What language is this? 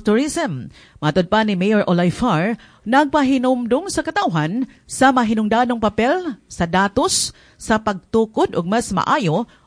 Cebuano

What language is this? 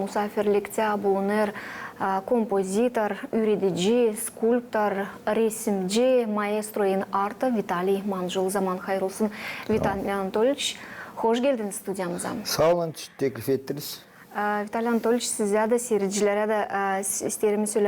Gagauz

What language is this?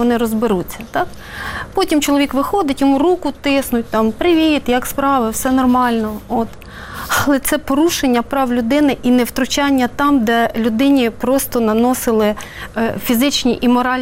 Ukrainian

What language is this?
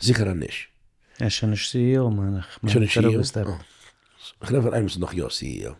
Yiddish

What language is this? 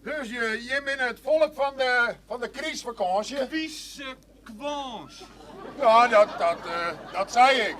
Western Frisian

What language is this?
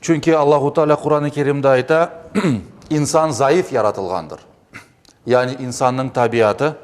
Crimean Tatar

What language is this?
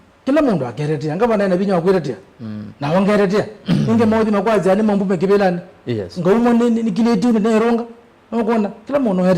Kamba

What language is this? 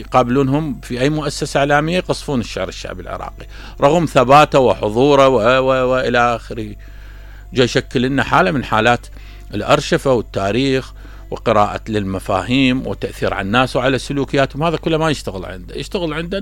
Mesopotamian Arabic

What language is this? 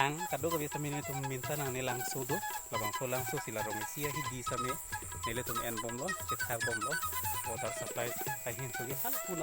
Karbi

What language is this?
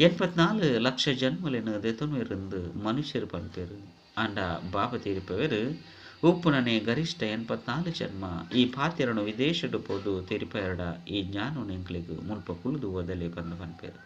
Tulu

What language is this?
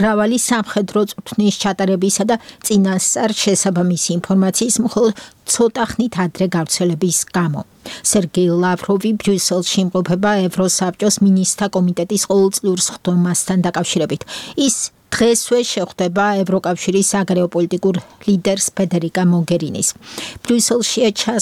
Georgian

